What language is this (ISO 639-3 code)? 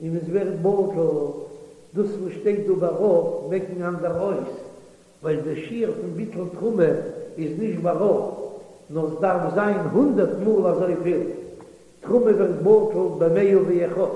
yid